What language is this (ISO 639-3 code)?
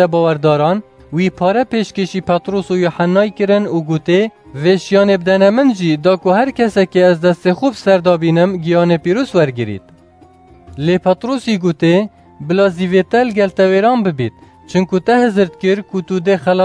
kur